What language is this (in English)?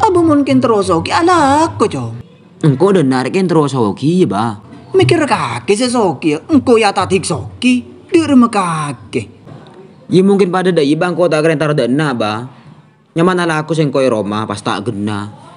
Madurese